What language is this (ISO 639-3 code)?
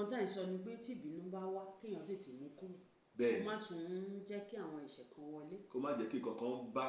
yor